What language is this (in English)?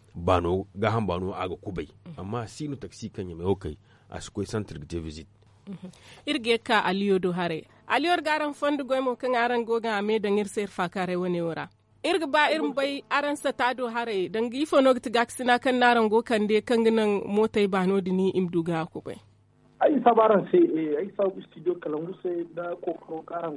Zarma